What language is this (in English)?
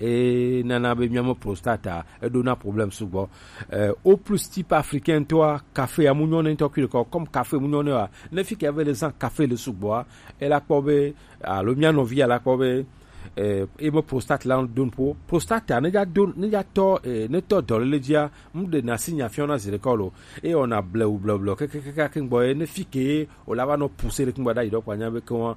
Gen